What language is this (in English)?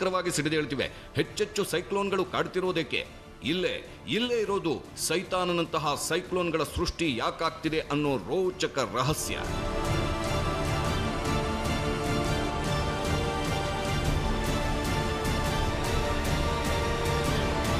Kannada